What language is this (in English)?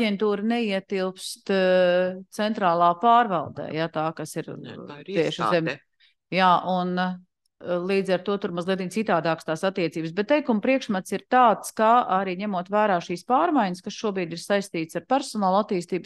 Latvian